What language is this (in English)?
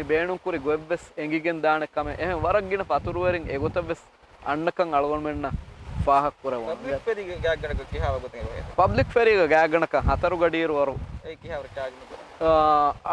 Divehi